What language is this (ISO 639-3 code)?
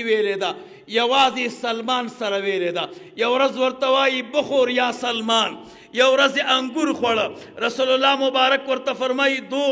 pus